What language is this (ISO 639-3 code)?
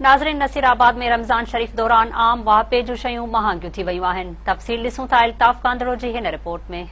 snd